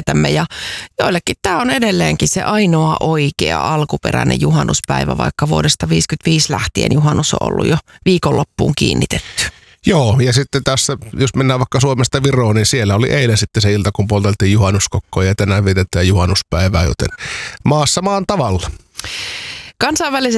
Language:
Finnish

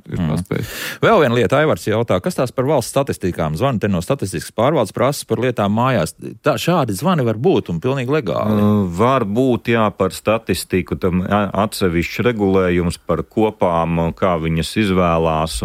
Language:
Latvian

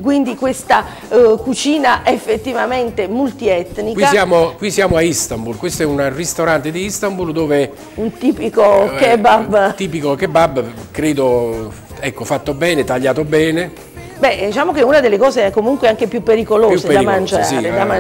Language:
Italian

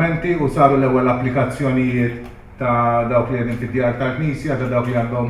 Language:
Maltese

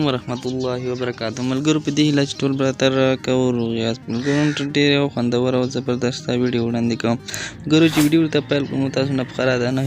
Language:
Pashto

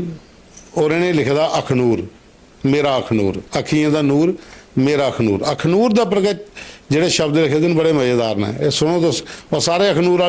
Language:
Dogri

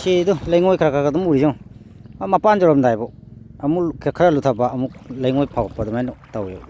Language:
Manipuri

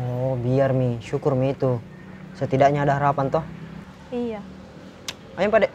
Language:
Makassar Malay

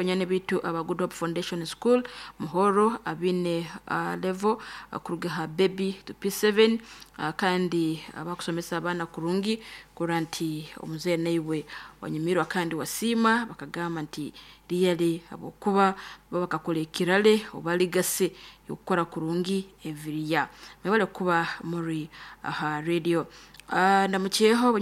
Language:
Nyankole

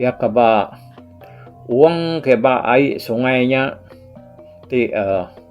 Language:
Iban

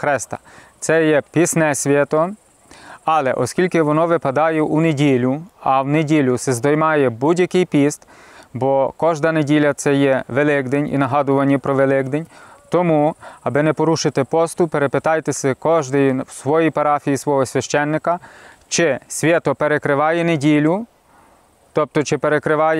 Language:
Ukrainian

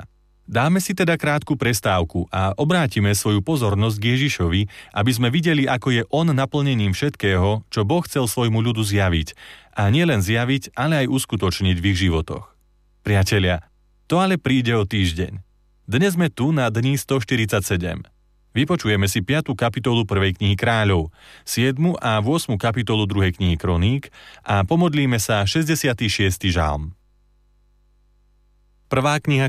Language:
Slovak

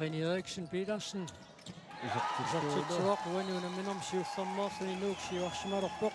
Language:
Kalaallisut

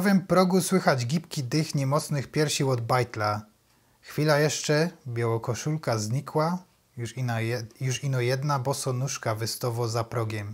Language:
Silesian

